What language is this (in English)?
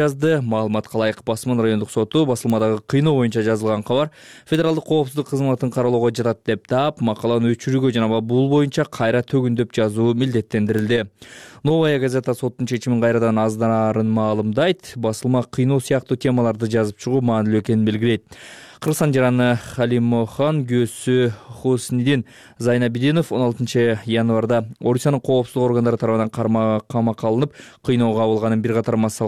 Kyrgyz